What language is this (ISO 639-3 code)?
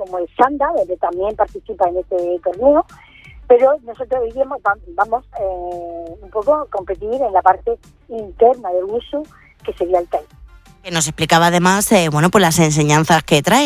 spa